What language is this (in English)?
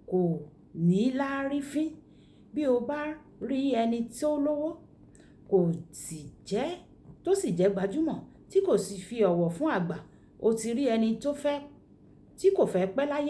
Yoruba